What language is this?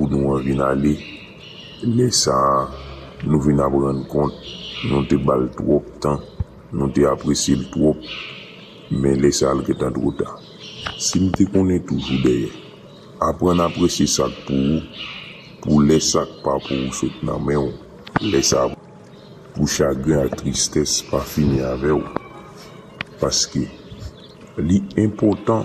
Haitian Creole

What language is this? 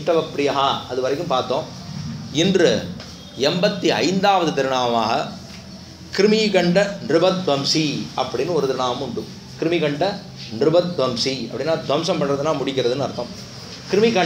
Tamil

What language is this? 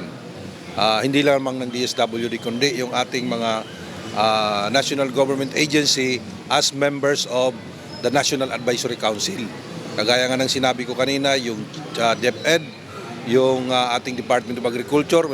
Bikol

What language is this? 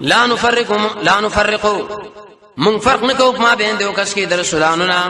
Pashto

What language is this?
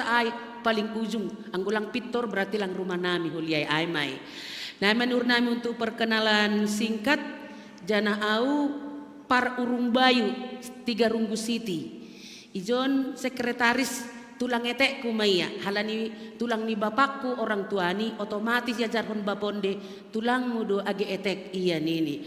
Batak Simalungun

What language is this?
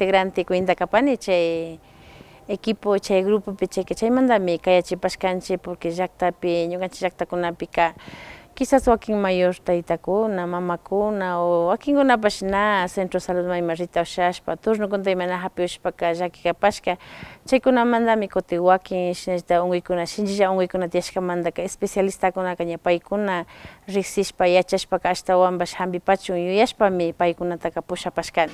Imbabura Highland Quichua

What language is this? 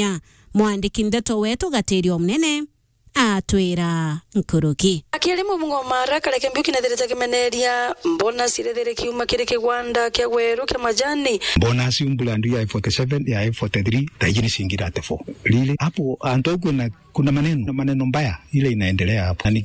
Meru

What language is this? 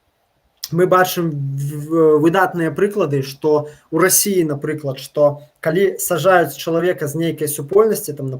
Belarusian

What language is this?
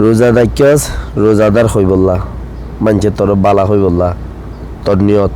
Rohingya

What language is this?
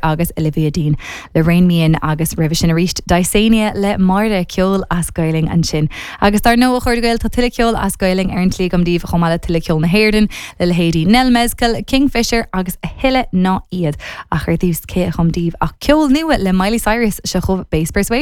Irish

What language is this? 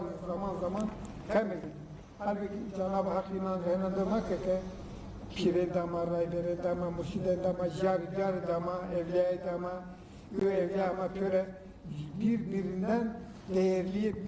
Zaza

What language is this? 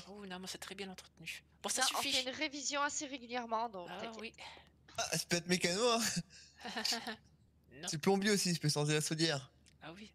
French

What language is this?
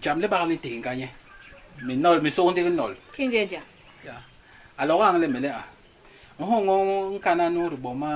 Basaa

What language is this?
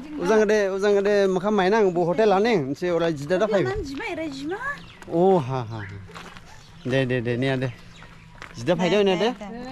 Dimasa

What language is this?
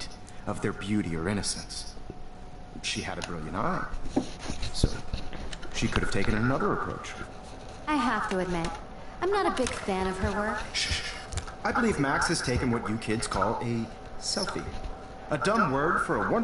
English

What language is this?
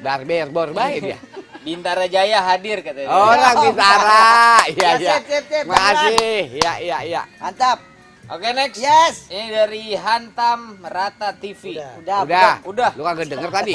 Betawi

